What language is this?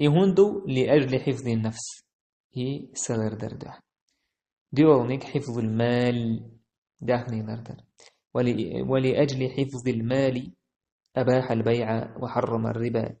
Chechen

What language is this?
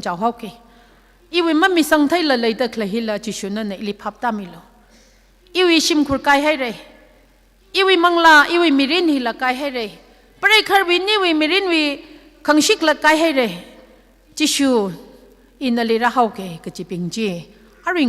Tangkhul Naga (India)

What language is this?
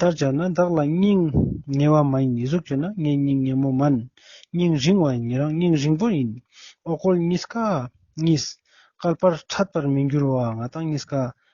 Ladakhi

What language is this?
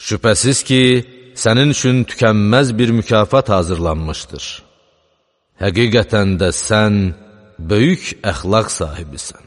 Azerbaijani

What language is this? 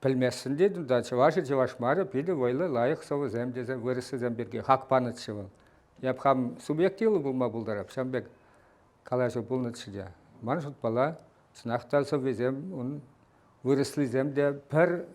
Chuvash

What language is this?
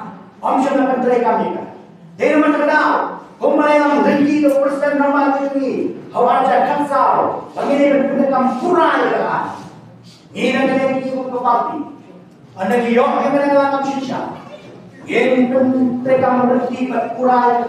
Khasi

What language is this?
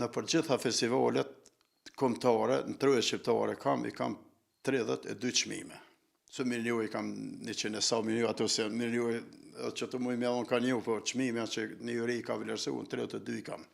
Albanian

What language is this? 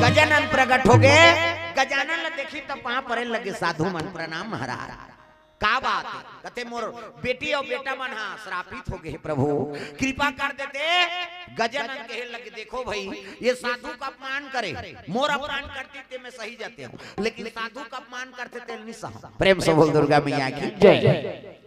Chhattisgarhi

